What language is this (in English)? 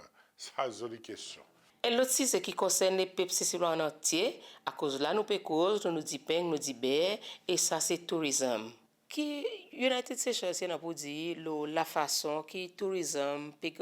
Seselwa Creole French